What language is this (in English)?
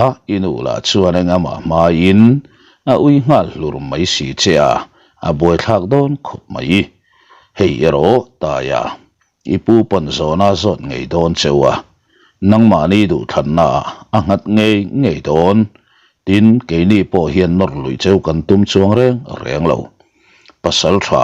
Mizo